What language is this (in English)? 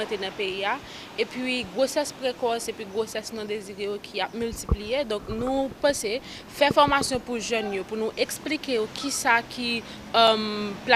Haitian Creole